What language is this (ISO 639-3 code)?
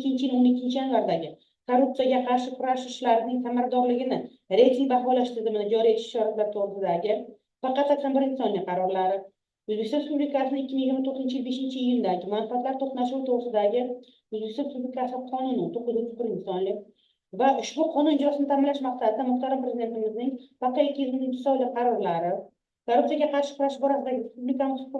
uzb